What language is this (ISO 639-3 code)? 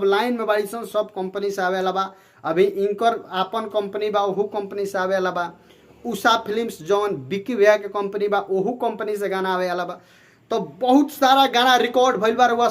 bho